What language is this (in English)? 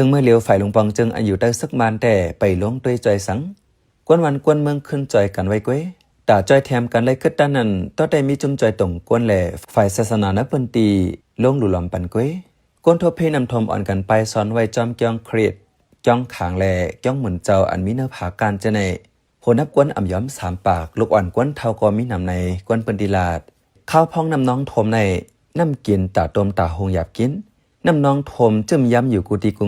Shan